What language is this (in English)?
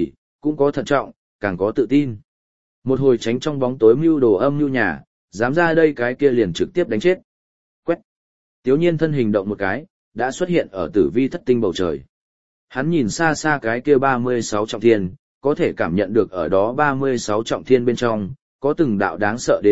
Vietnamese